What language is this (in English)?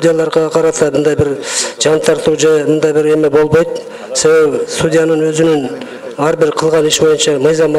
Kyrgyz